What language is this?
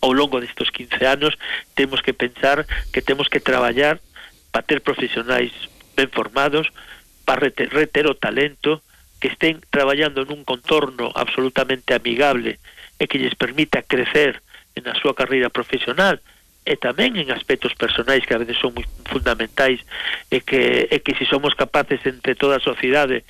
Galician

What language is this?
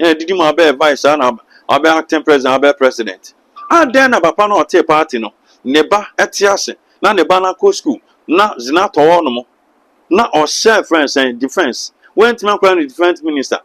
Akan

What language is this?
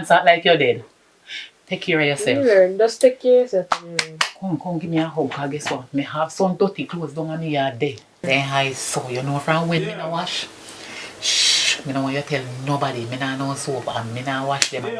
Jamaican Creole English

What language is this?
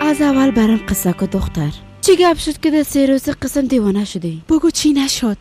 Persian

